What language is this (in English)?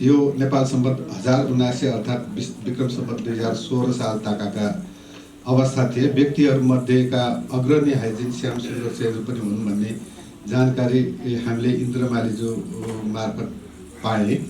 Newari